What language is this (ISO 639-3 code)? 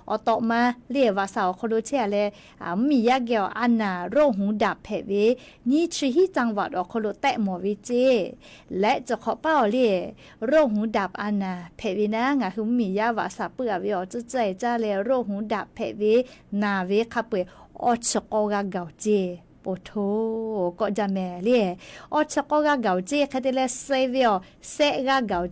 lhu